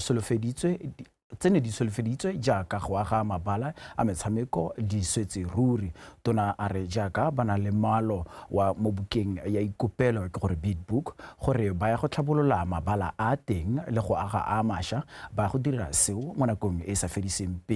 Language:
Tswana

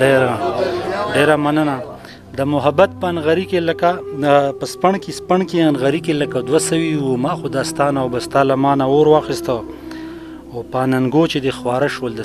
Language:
Pashto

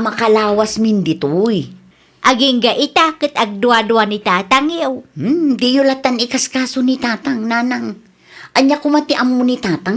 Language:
Iloko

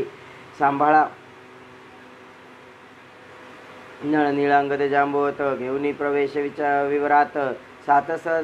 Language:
Marathi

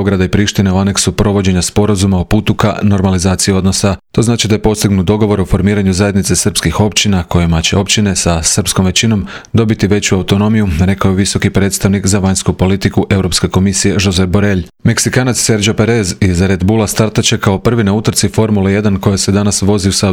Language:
Croatian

